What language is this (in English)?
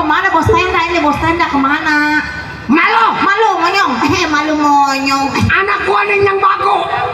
Betawi